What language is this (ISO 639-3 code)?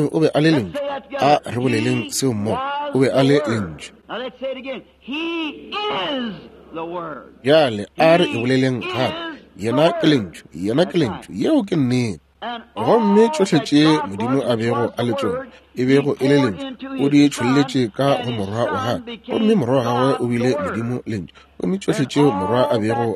nso